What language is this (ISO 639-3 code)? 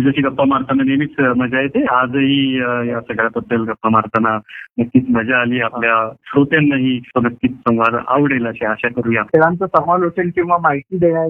mar